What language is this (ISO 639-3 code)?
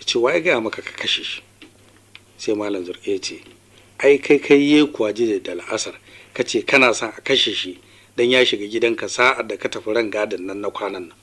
hau